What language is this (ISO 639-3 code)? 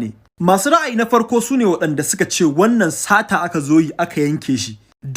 hau